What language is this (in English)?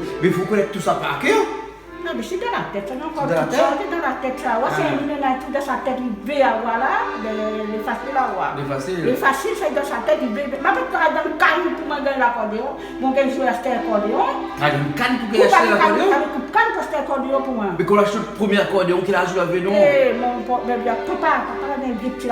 Réunion Creole French